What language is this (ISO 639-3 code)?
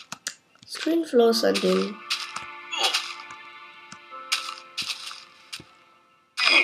deu